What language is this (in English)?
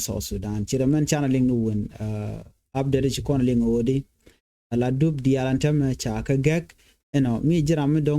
Nuer